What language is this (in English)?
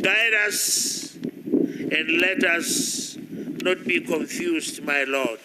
Tswana